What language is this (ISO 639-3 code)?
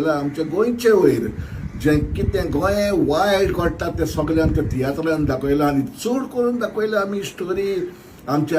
kok